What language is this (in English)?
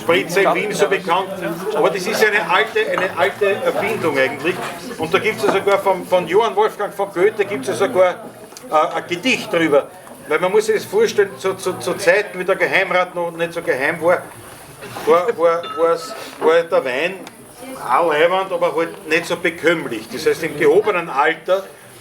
Bavarian